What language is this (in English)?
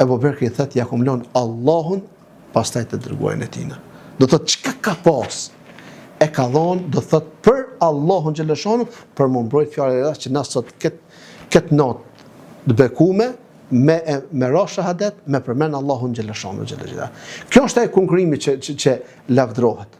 Albanian